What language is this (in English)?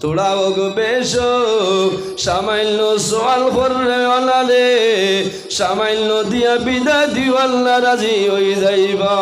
Sylheti